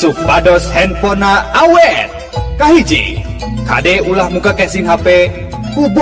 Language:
Sundanese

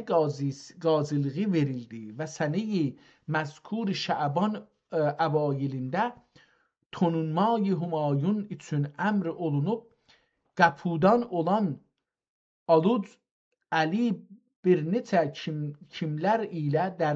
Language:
South Azerbaijani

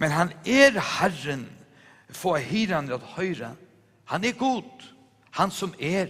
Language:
Faroese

